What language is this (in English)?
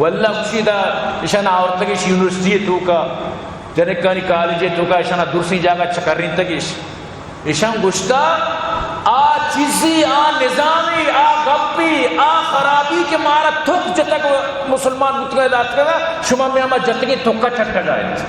Eastern Balochi